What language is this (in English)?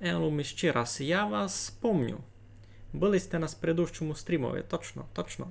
Rusyn